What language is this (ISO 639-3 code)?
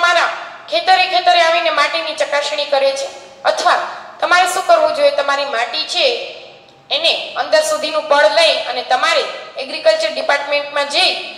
guj